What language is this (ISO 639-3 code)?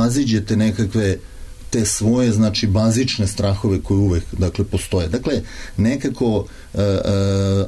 srp